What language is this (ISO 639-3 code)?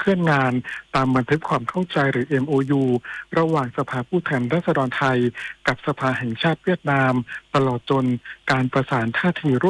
tha